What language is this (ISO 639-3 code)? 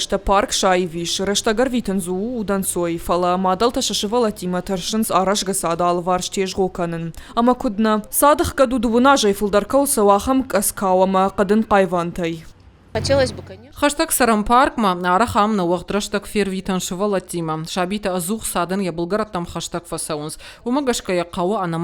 oss